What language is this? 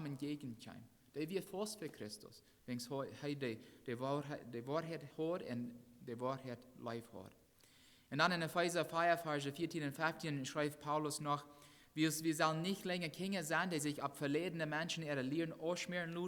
Plautdietsch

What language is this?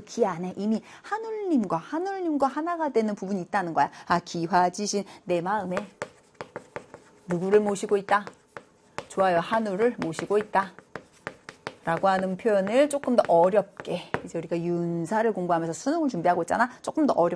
Korean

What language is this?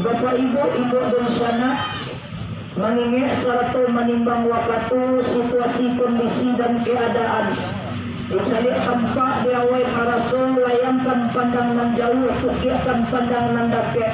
Minangkabau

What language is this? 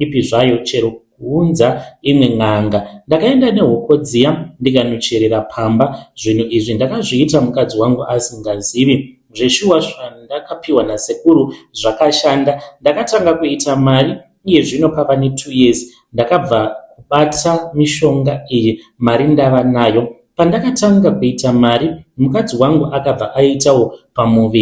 Shona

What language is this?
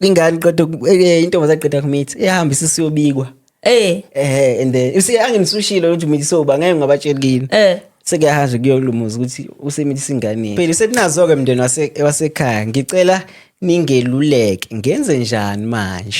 Zulu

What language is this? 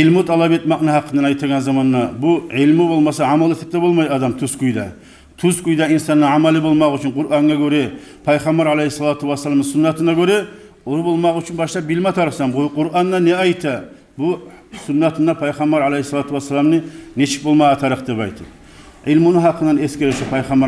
Kumyk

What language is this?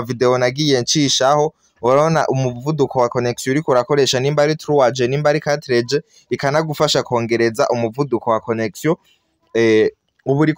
Rundi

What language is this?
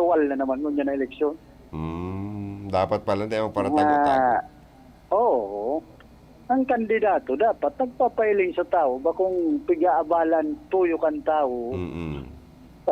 Bikol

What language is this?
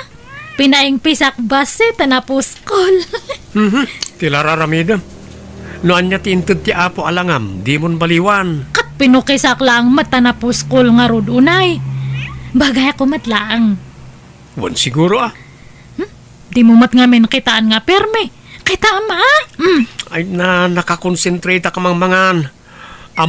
Iloko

